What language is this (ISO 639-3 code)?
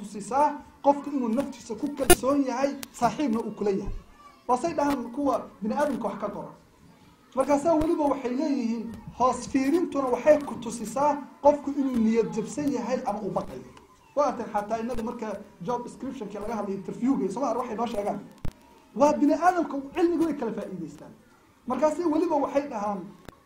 som